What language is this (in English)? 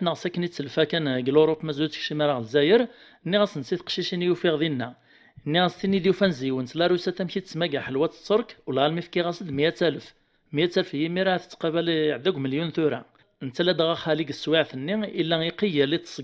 Kabyle